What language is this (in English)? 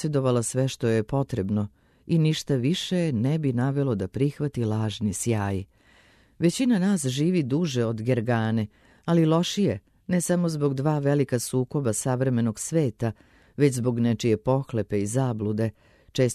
Serbian